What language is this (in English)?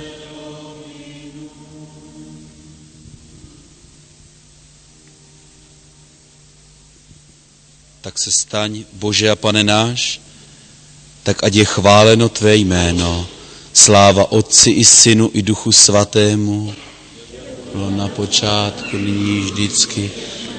Czech